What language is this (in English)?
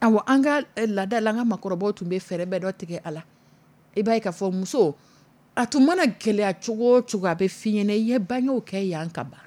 Dyula